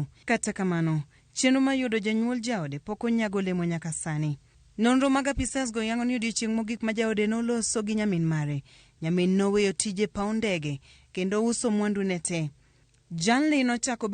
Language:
Luo (Kenya and Tanzania)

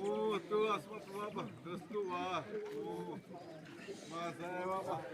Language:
Xavánte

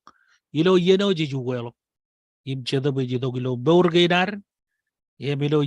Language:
Marshallese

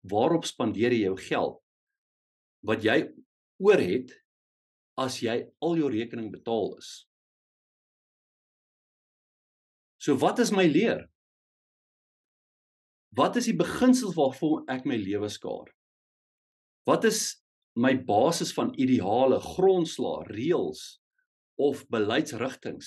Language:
Afrikaans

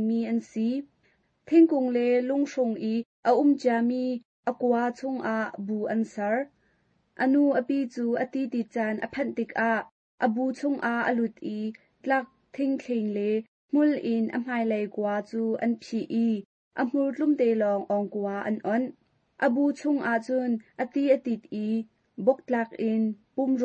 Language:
Hakha Chin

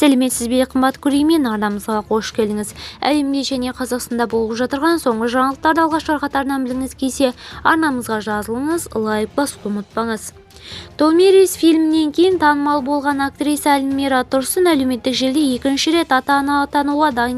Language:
Kazakh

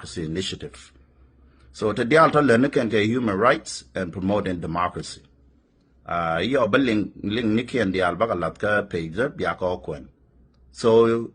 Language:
Nuer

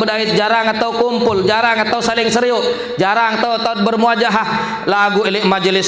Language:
Sasak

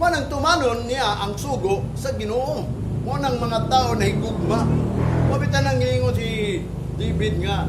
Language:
Cebuano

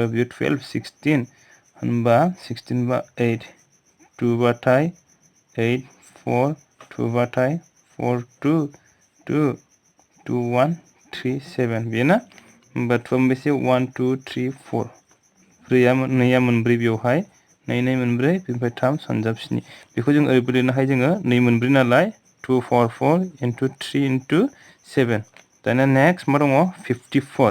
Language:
Bodo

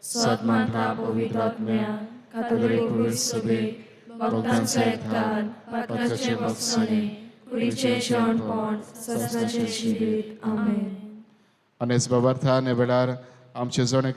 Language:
Konkani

